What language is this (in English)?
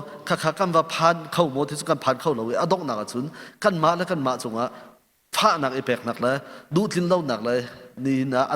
Hakha Chin